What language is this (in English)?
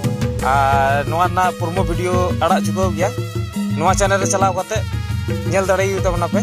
Santali